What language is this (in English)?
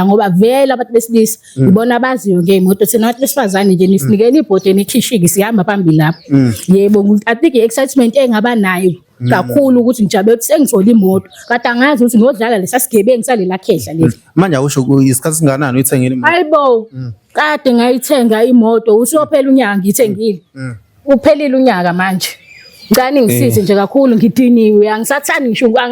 Zulu